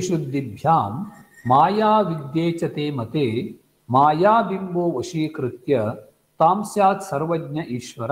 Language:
Sanskrit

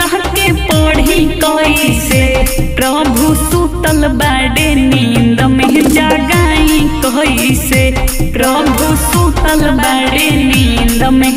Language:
Bhojpuri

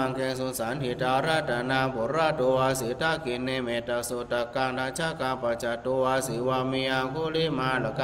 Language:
Pali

